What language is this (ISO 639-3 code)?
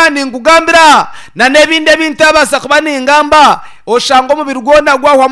nyn